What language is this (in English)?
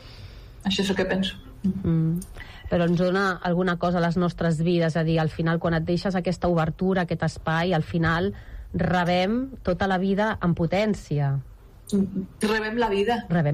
Catalan